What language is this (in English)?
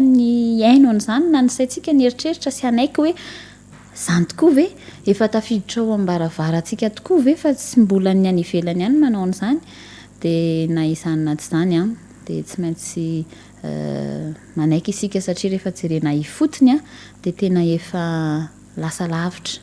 Malagasy